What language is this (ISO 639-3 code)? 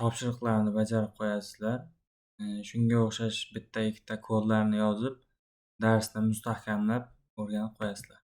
uzb